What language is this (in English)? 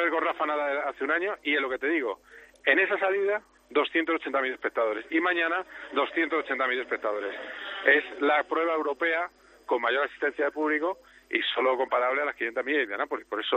Spanish